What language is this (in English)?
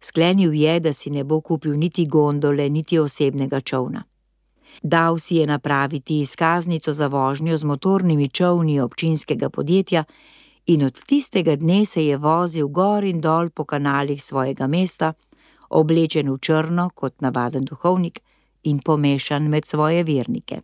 Slovenian